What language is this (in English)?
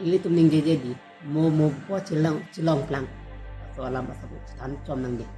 Karbi